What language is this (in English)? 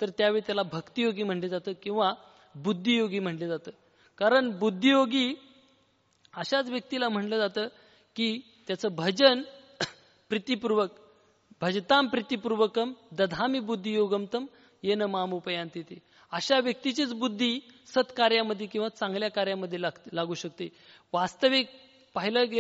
Marathi